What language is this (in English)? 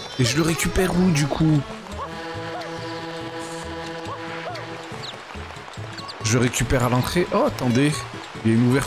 French